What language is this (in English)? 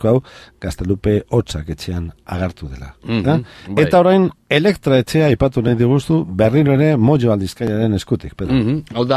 Basque